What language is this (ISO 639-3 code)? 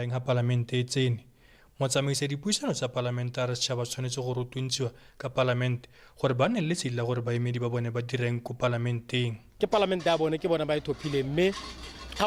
tsn